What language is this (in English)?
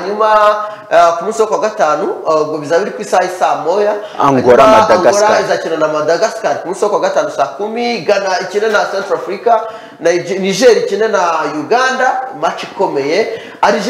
Kinyarwanda